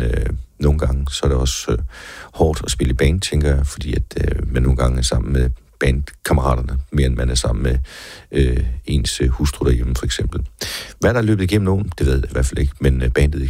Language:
Danish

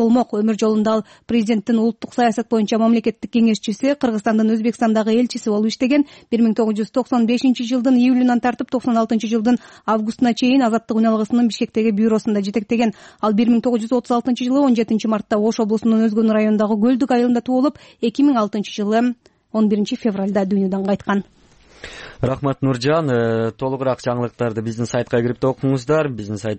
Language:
Kyrgyz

